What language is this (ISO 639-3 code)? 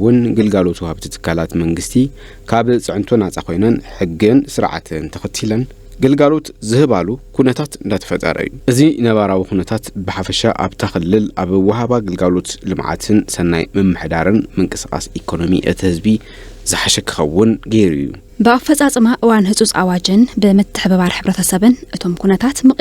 tir